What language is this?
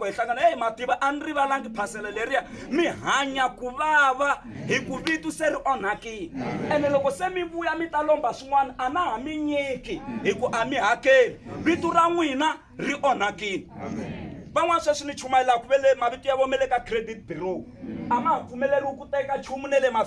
Tsonga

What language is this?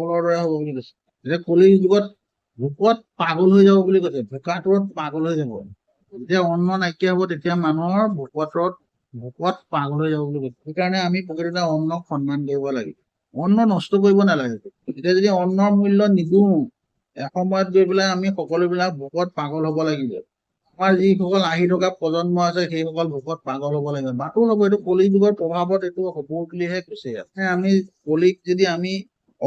Assamese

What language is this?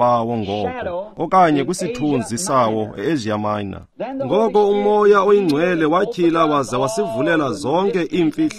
Xhosa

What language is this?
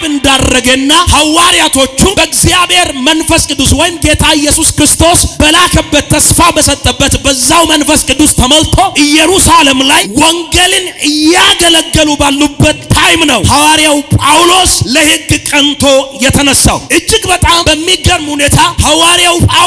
Amharic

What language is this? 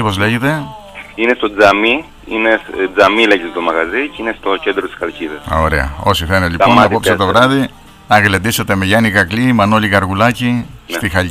Greek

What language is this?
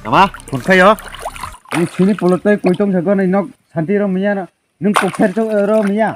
Kok Borok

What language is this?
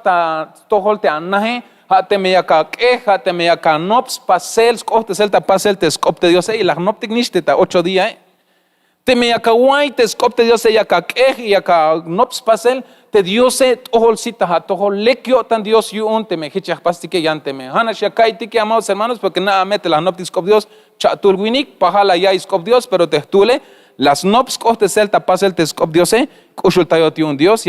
Tzeltal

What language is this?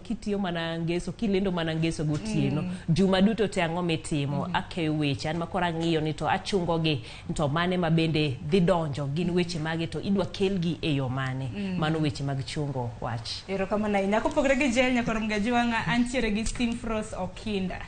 Luo (Kenya and Tanzania)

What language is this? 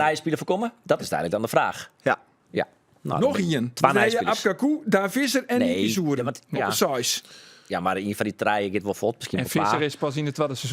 Western Frisian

